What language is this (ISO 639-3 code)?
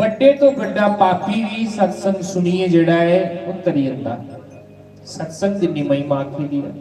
doi